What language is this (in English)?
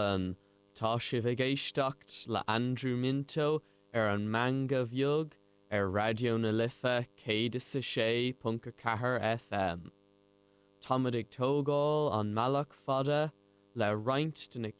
Irish